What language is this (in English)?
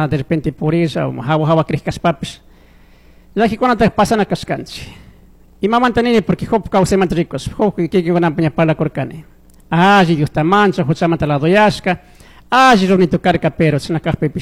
Chimborazo Highland Quichua